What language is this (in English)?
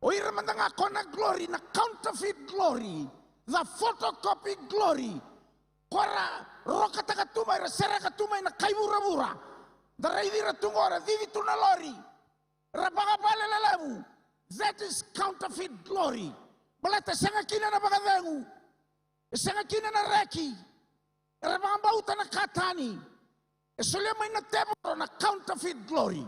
Fijian